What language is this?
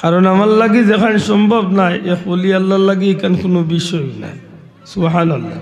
Sylheti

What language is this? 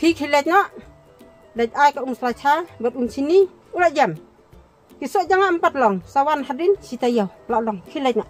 Khasi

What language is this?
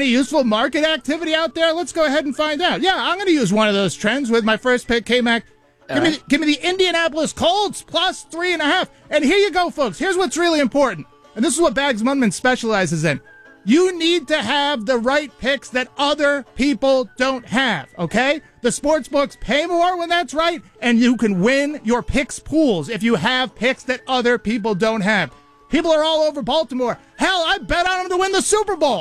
English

